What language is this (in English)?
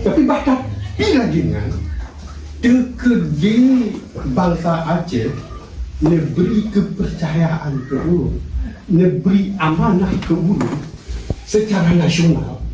Achinese